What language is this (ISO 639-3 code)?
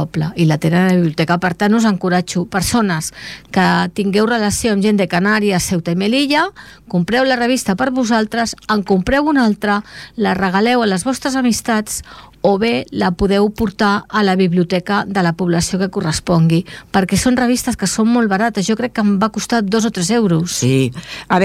cat